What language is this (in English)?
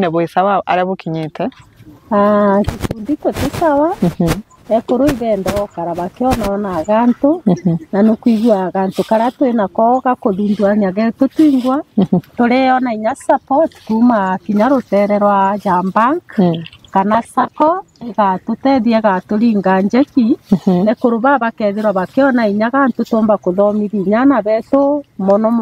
Meru